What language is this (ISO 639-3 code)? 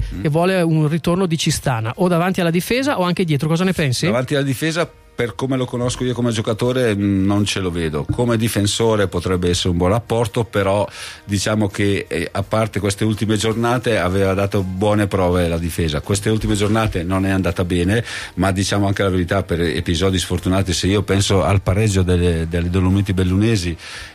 ita